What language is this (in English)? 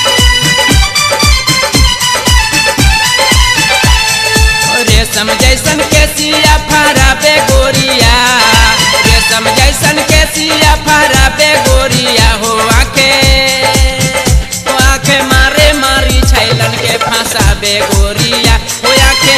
Bhojpuri